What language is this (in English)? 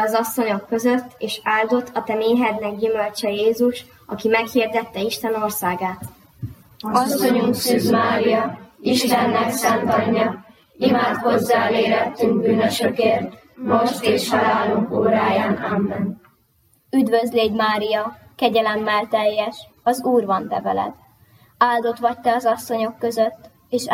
Hungarian